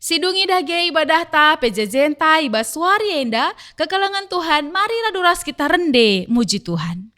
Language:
Batak Karo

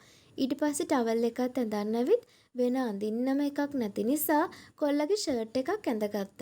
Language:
Sinhala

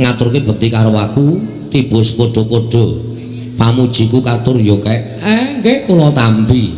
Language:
Javanese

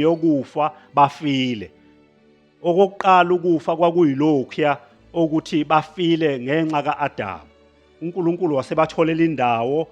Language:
Zulu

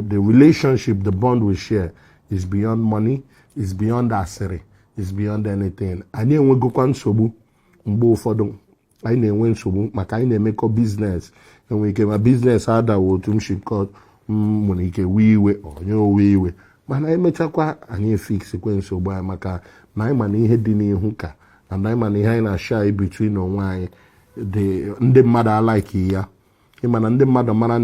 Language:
Igbo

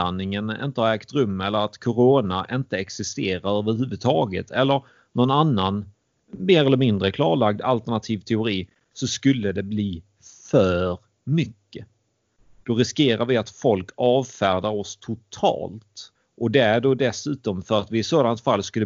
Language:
Swedish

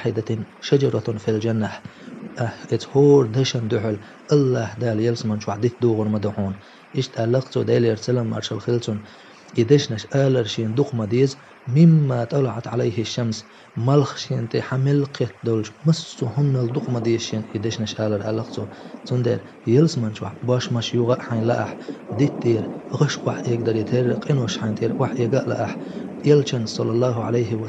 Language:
Chechen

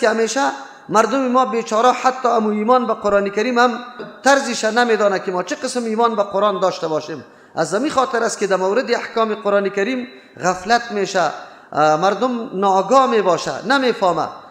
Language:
Persian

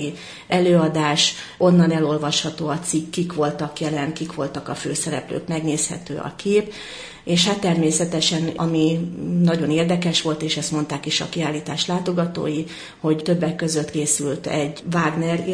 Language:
Hungarian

